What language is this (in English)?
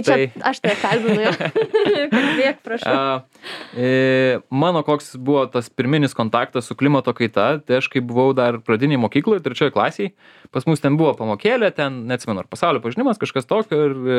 Lithuanian